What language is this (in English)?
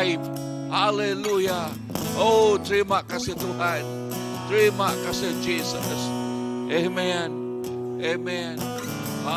Iban